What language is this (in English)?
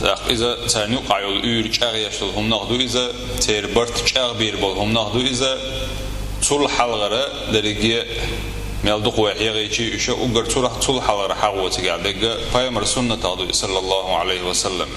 Chechen